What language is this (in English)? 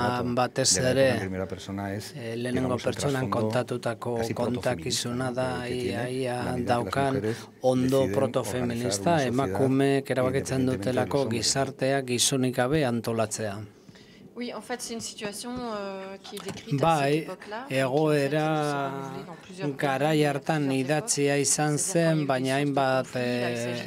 Basque